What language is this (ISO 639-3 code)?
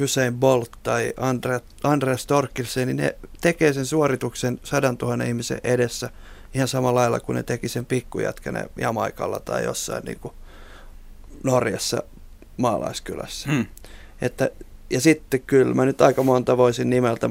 fin